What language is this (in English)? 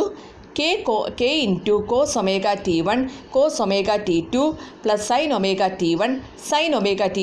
Malayalam